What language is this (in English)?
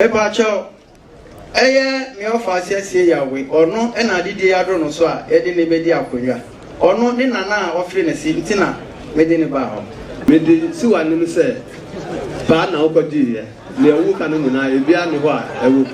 Akan